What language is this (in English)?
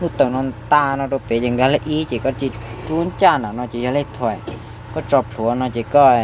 Hmong